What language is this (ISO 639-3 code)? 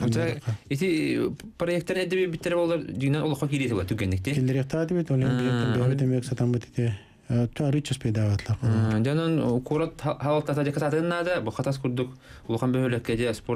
sah